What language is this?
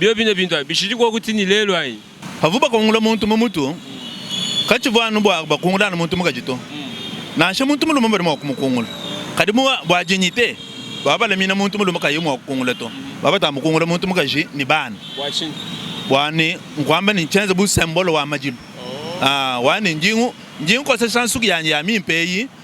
Luba-Lulua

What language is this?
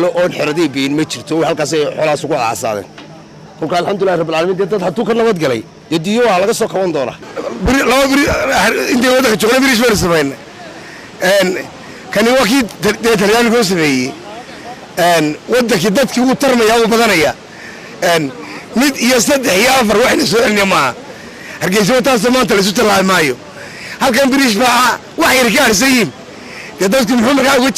Somali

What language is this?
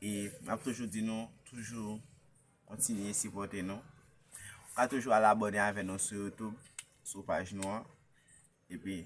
Haitian Creole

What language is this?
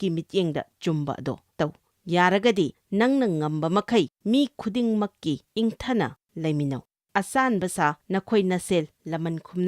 Manipuri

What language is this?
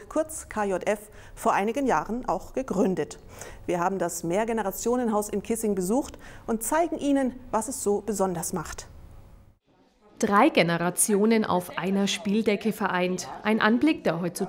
German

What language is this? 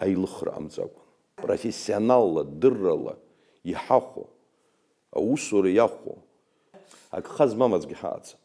Abkhazian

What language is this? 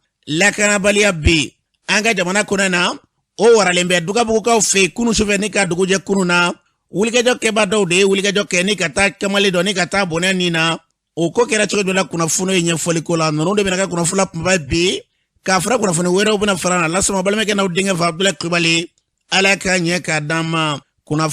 Bambara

